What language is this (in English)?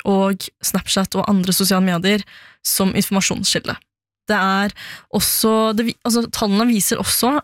Norwegian